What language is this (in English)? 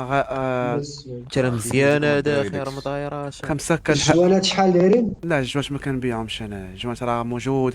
Moroccan Arabic